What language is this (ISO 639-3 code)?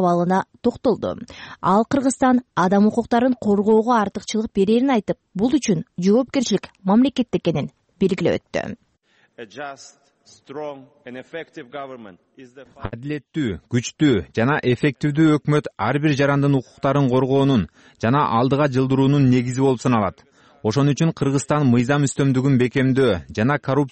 kir